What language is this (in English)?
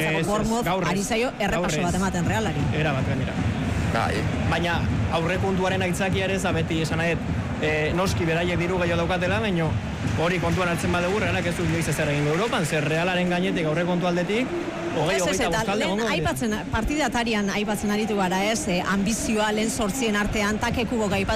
Basque